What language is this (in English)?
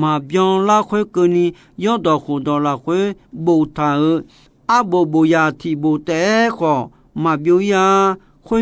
Akha